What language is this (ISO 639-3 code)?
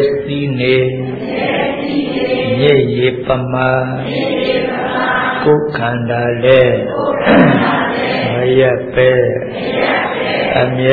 mya